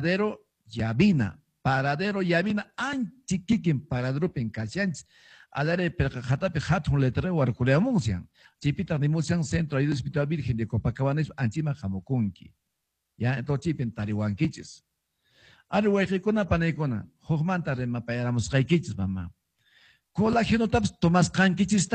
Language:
Quechua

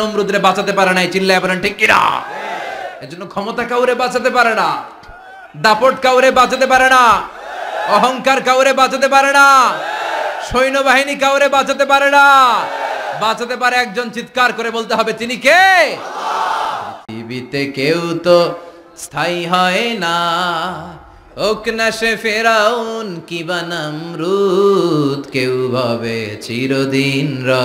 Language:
Bangla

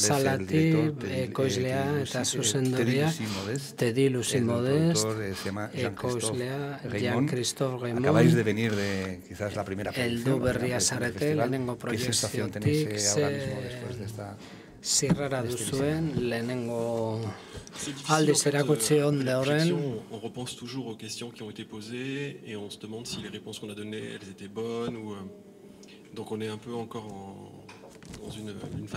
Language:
Basque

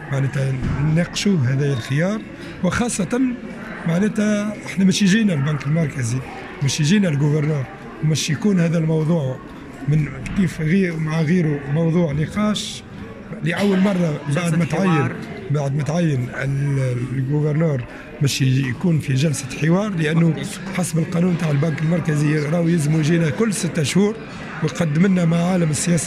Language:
Tunisian Arabic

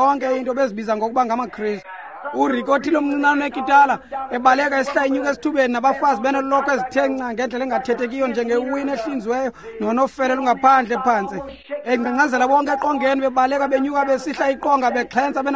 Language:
Xhosa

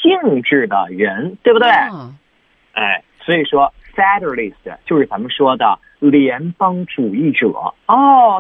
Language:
Chinese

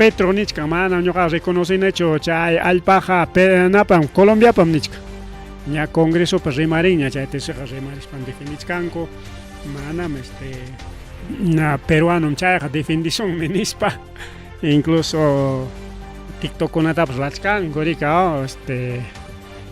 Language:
Ayacucho Quechua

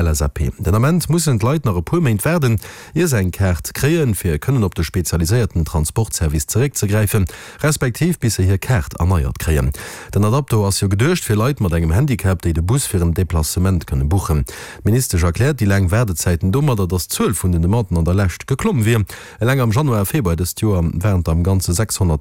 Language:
Luxembourgish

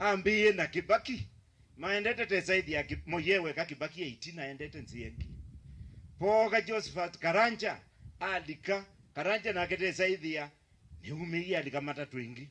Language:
Kamba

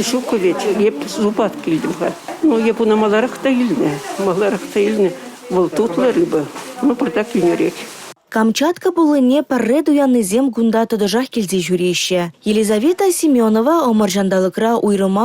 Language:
Chuvash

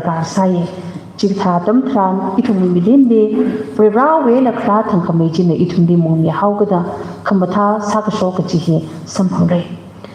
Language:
Tangkhul Naga (India)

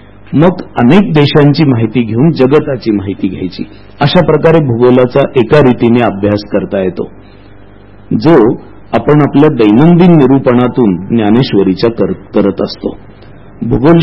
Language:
Marathi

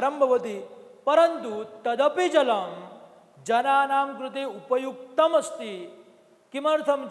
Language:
Sanskrit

